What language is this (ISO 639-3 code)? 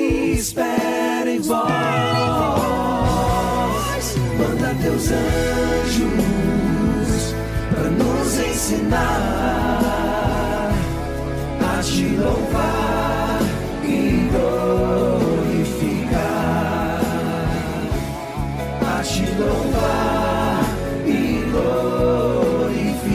por